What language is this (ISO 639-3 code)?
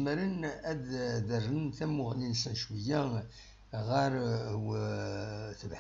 kab